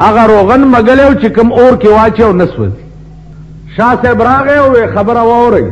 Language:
Pashto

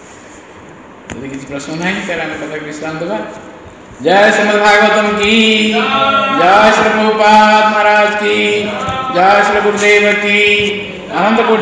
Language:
Odia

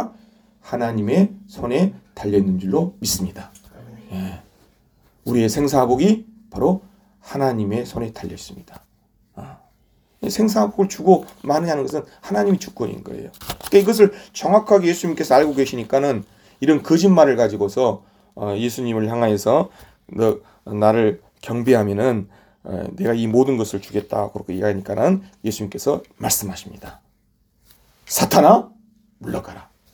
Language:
Korean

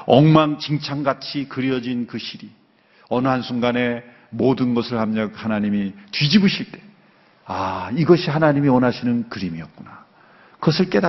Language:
Korean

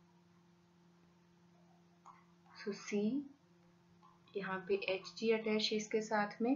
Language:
Hindi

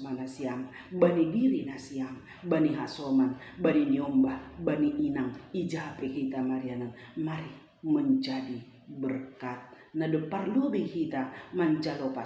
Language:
Batak Simalungun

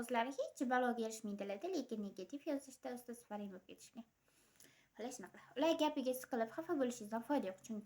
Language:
Uzbek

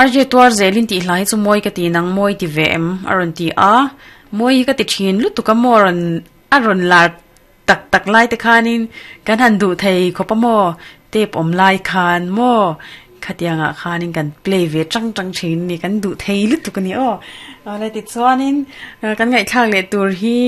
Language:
Mizo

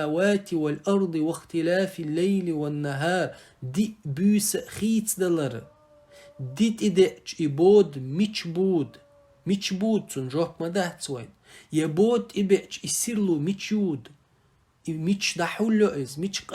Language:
Chechen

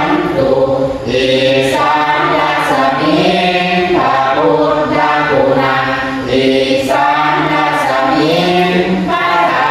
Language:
Pali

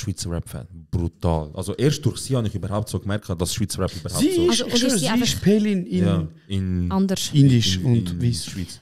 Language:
Swiss German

